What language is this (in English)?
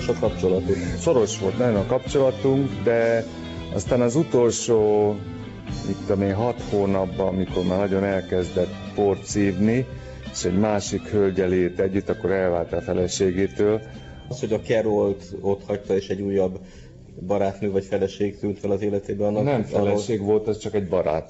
Hungarian